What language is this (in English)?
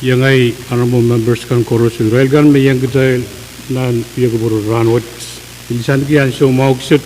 Pohnpeian